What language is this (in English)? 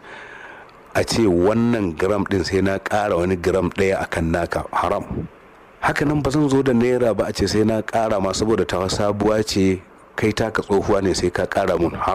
Hausa